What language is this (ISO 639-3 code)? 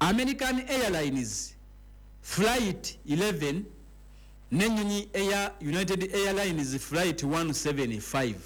lug